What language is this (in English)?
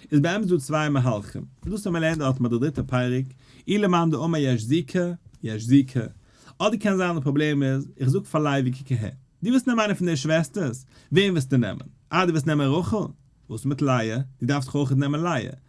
Yiddish